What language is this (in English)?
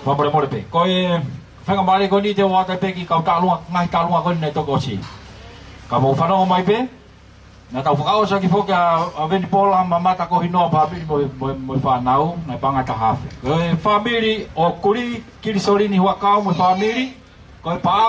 Tongan